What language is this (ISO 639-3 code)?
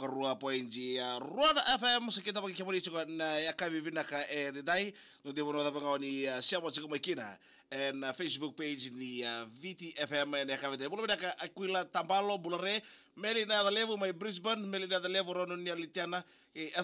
fij